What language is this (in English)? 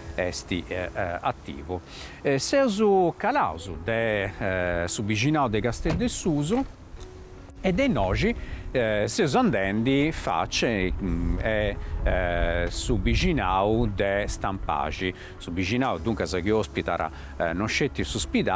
Sardinian